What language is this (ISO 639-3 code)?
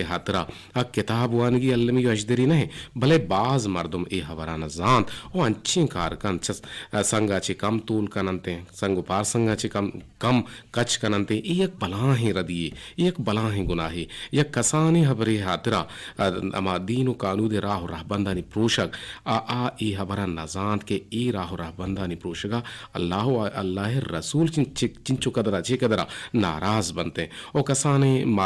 bgp